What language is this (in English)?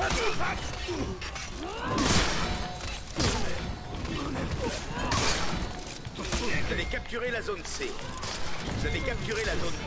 French